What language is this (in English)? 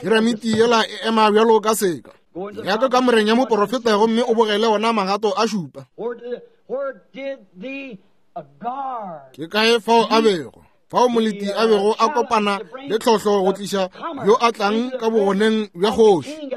Northern Sotho